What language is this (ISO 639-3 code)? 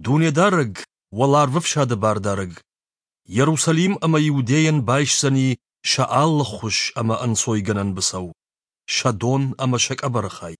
oss